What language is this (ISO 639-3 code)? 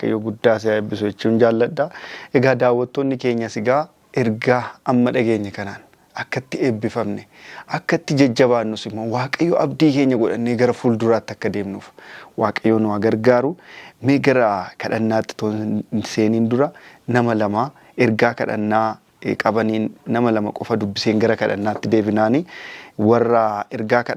orm